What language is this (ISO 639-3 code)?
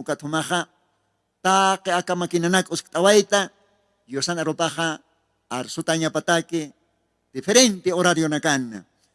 aym